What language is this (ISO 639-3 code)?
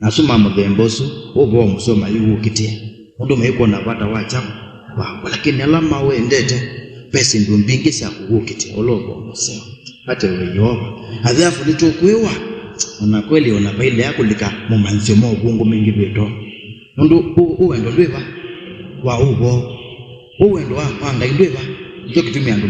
kam